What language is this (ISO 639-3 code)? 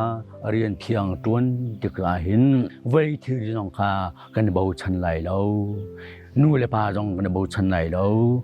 cnh